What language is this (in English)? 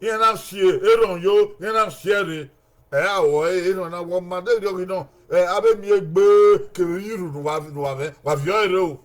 Bini